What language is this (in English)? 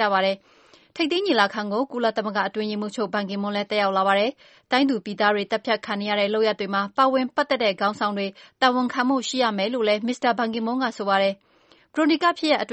Burmese